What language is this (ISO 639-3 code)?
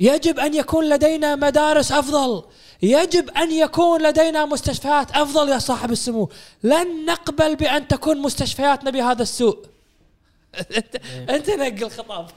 afb